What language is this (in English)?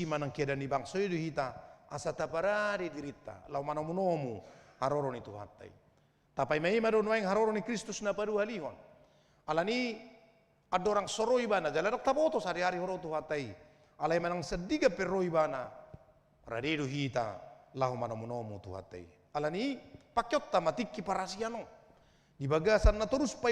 Batak Toba